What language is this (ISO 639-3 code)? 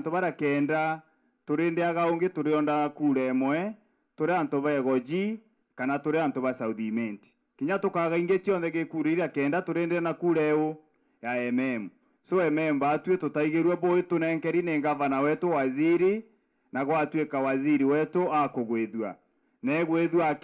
mer